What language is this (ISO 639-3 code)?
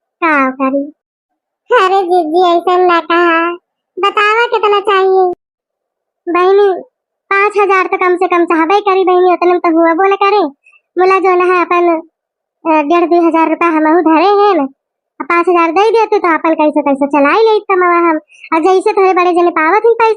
awa